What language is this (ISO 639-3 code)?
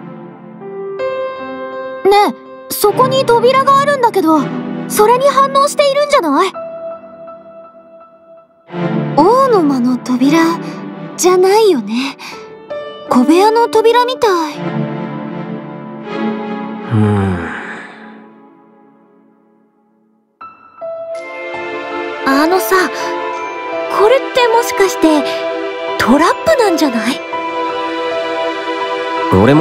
jpn